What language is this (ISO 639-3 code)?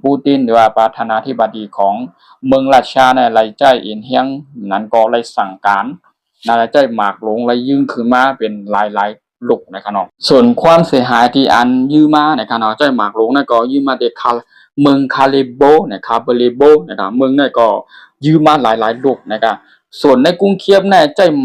shn